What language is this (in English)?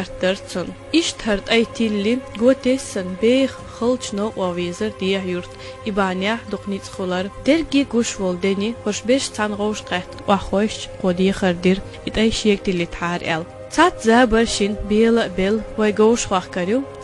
Chechen